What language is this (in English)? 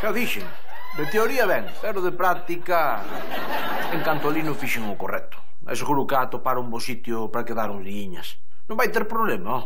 Galician